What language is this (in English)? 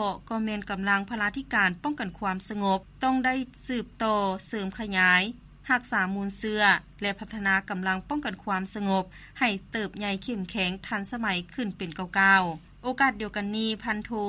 Lao